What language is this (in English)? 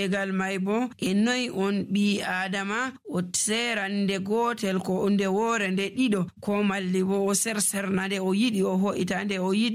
Nigerian Fulfulde